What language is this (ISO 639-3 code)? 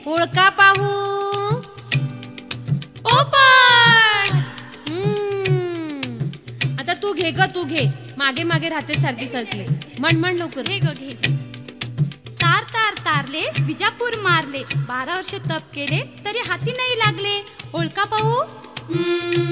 mar